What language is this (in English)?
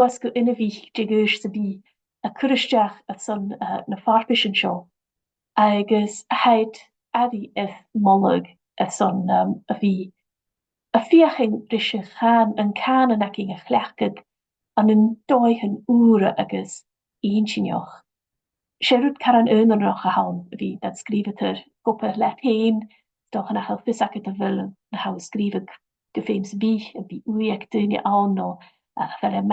Scottish Gaelic